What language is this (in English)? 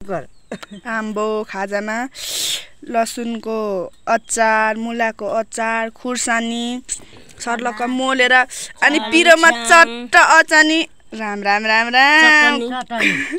Nepali